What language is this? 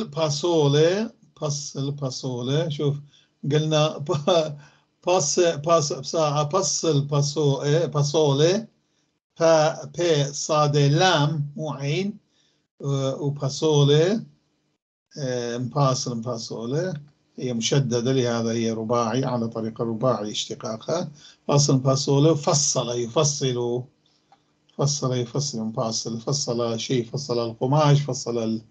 North Levantine Arabic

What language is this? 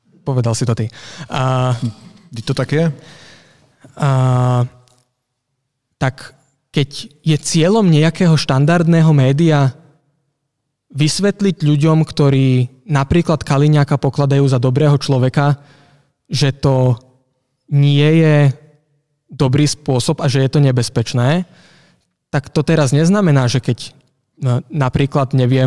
Slovak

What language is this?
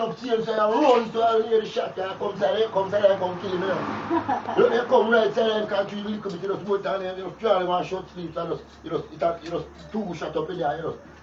Jamaican Creole English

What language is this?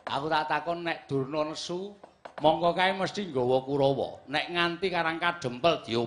Javanese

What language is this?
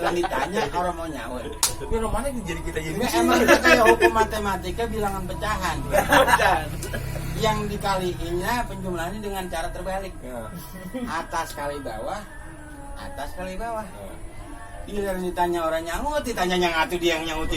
Betawi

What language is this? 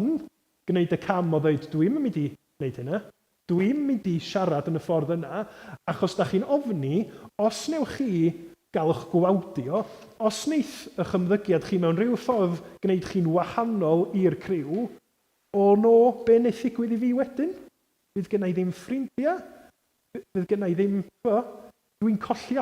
Welsh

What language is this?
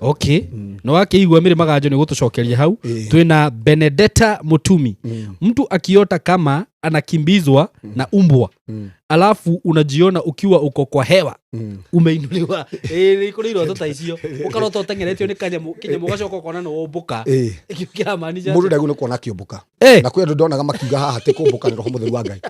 Kikuyu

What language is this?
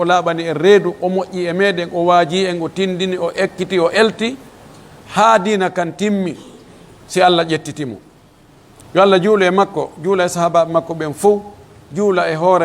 Pular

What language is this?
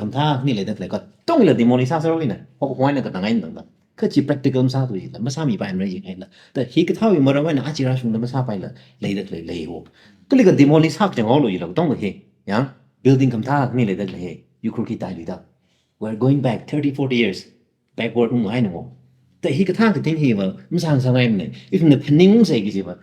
Tangkhul Naga (India)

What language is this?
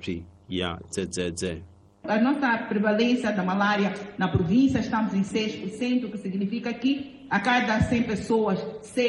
Tsonga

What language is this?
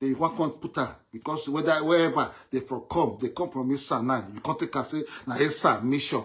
Nigerian Pidgin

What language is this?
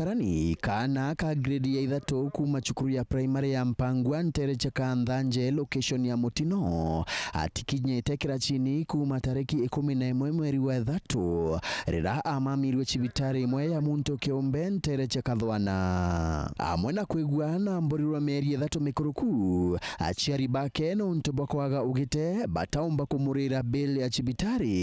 Meru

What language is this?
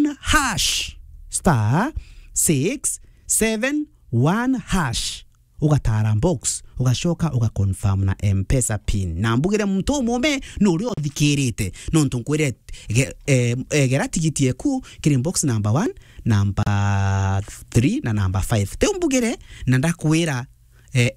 Meru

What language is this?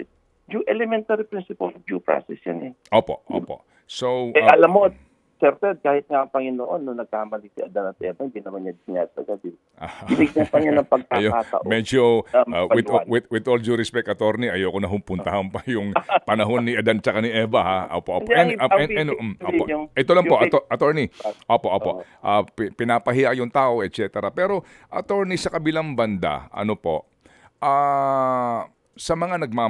Filipino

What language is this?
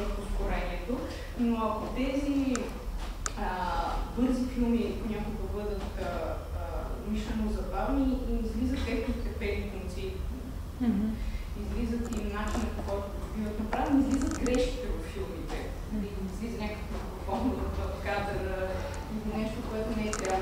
Bulgarian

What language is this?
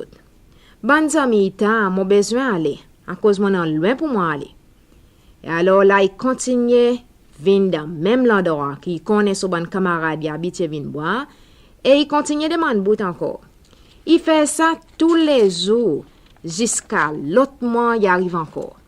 Seselwa Creole French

